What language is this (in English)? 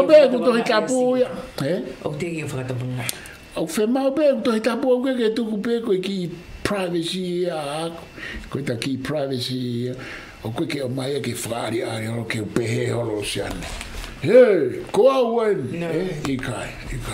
Tongan